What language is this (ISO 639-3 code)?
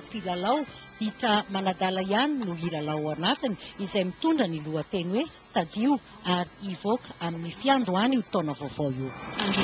mlg